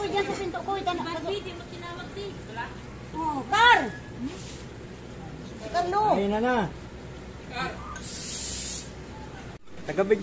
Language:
Filipino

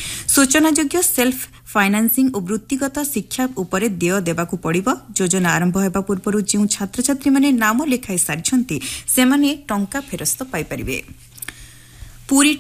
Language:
Odia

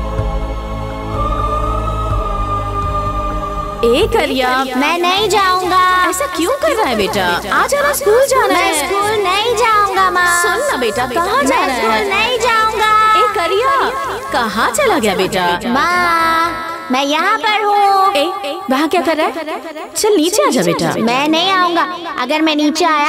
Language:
Hindi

